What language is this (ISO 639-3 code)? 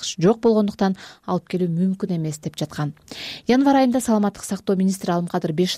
kir